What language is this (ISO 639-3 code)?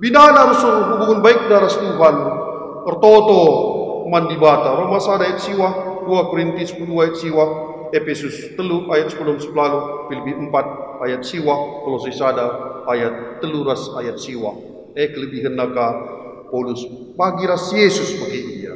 btx